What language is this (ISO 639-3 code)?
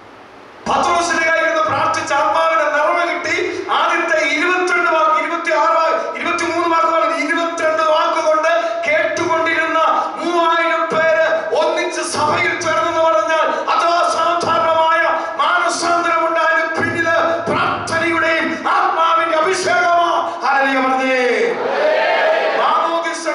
mal